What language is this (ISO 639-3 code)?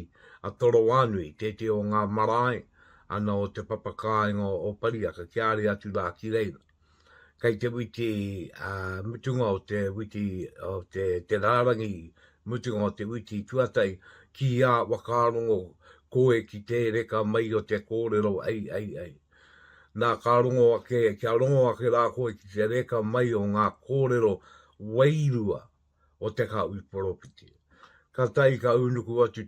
mri